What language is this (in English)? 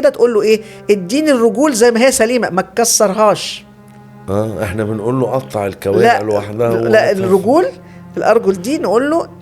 Egyptian Arabic